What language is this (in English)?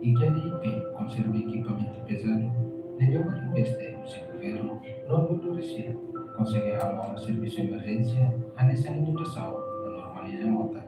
Tetum